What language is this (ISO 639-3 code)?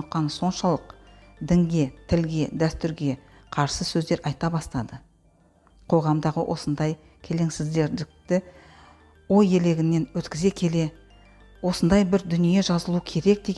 kaz